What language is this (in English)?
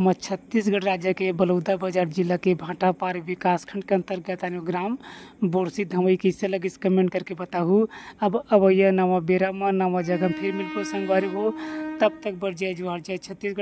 Chhattisgarhi